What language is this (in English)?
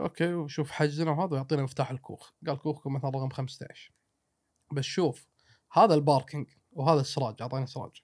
Gulf Arabic